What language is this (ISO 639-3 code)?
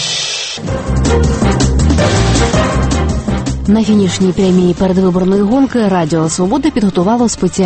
ukr